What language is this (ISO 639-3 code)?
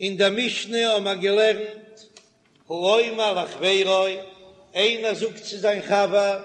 yid